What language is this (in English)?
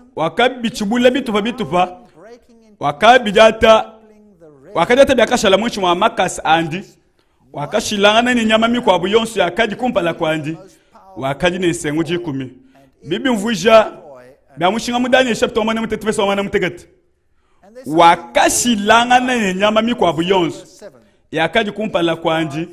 Luba-Lulua